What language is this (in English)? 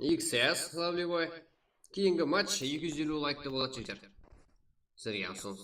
Kara-Kalpak